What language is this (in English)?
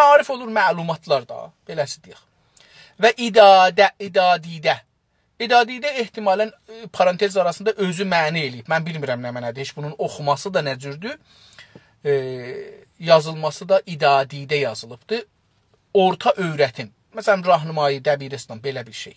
South Azerbaijani